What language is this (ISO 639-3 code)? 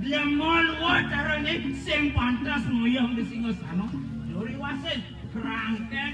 ban